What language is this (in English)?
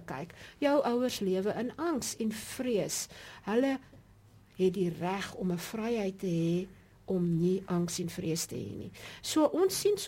Afrikaans